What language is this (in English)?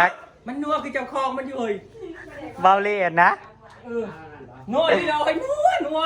Northeastern Thai